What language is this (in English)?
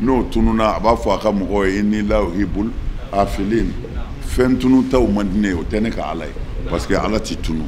Bambara